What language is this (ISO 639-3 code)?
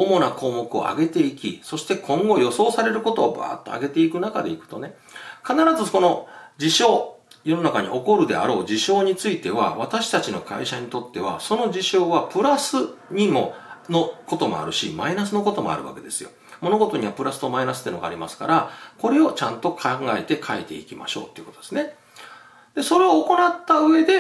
jpn